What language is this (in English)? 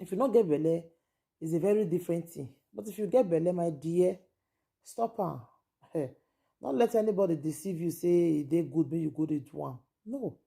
Nigerian Pidgin